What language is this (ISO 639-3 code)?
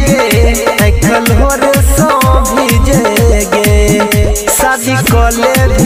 mai